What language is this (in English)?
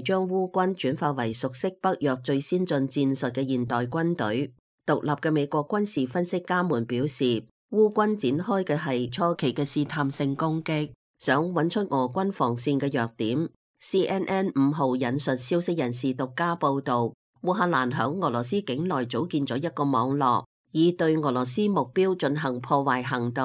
Cantonese